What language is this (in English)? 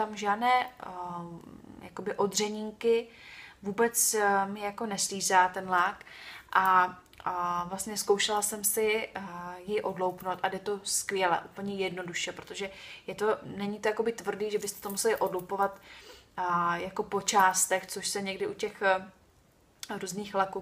Czech